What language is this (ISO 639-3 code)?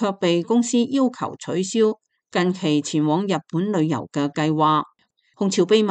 yue